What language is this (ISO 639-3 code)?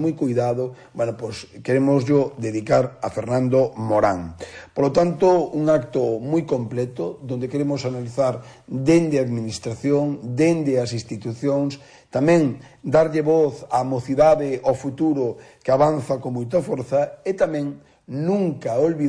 glg